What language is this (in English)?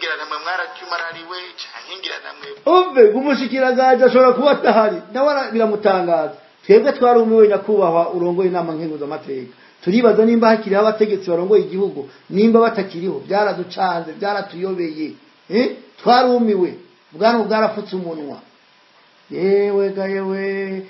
Rundi